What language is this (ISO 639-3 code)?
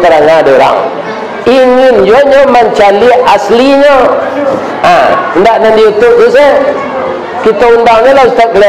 min